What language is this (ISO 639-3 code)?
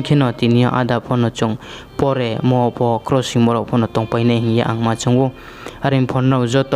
ria